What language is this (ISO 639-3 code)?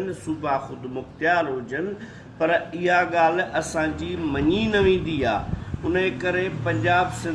snd